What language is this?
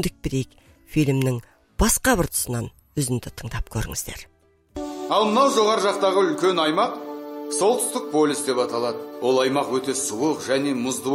Kazakh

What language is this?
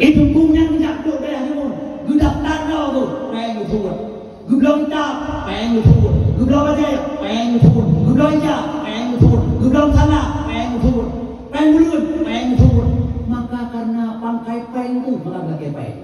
Achinese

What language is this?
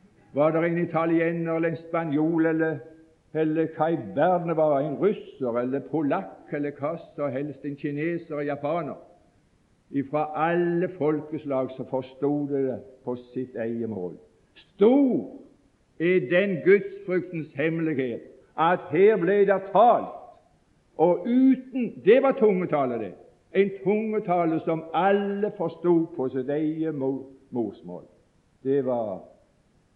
Norwegian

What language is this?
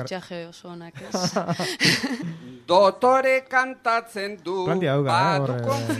Basque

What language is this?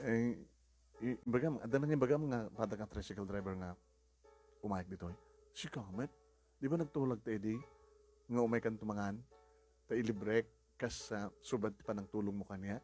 Iloko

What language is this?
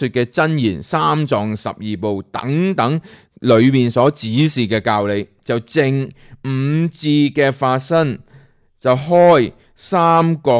Cantonese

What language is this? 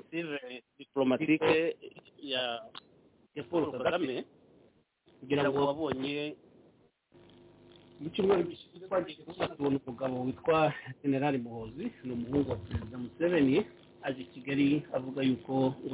Kinyarwanda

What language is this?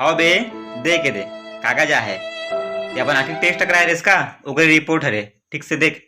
Chhattisgarhi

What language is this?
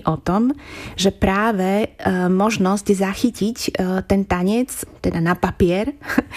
Slovak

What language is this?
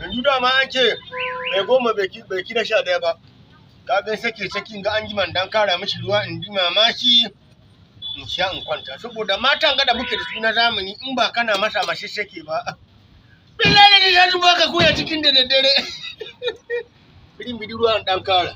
Hausa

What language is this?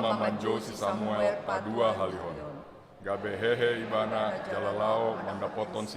Batak Toba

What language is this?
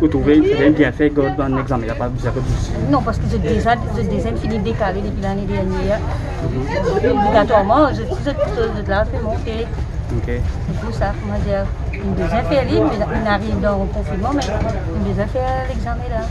Morisyen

